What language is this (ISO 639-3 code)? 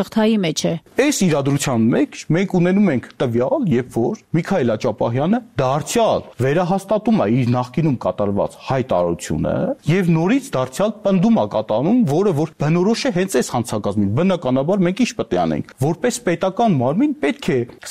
hye